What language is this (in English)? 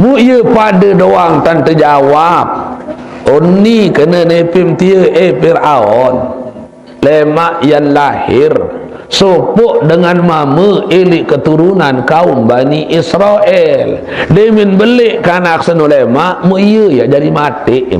Sasak